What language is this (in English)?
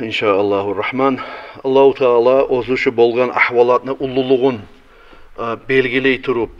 Kumyk